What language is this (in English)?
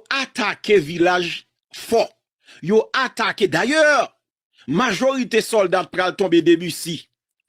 Haitian Creole